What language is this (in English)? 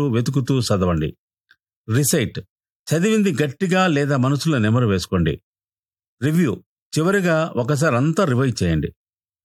Telugu